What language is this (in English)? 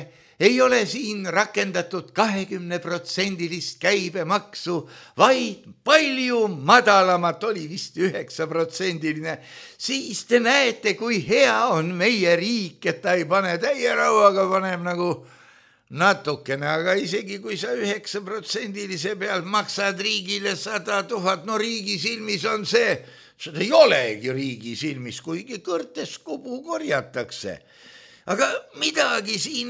Estonian